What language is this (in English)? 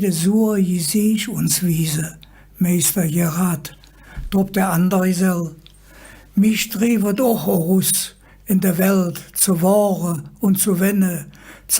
Colognian